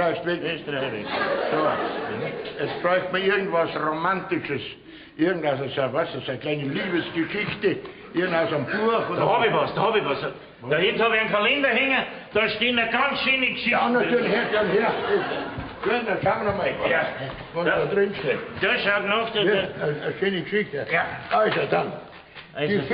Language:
Bavarian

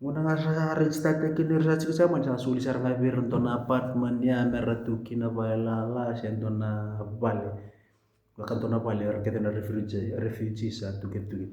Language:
Fijian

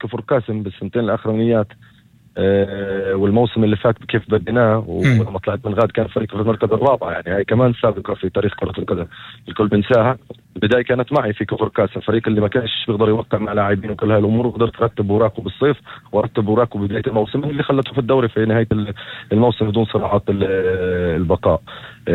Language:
North Levantine Arabic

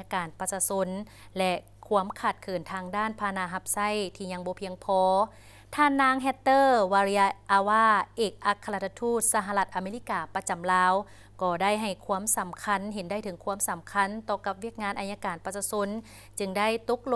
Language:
Lao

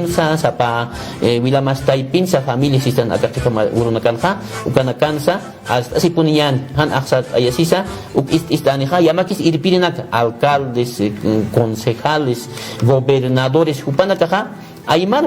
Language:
Aymara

